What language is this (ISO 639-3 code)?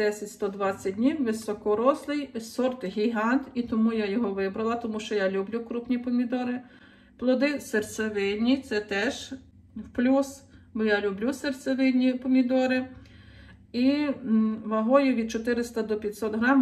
ukr